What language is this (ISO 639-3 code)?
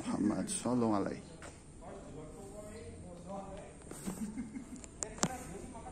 ind